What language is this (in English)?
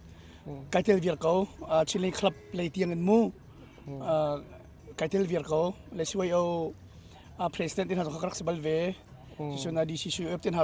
Hakha Chin